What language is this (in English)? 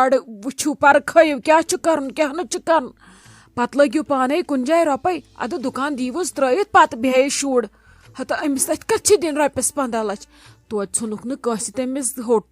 Kashmiri